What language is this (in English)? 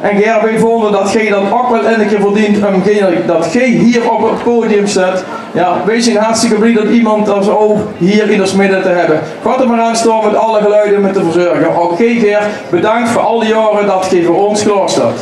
Limburgish